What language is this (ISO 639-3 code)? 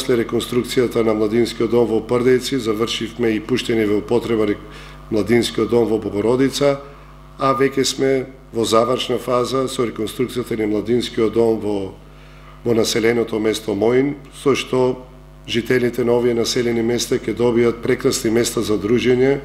mkd